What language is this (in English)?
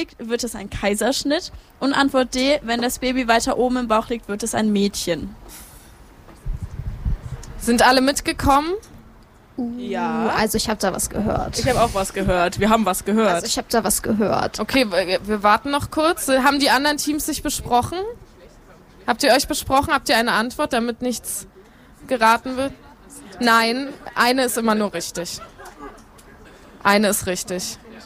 German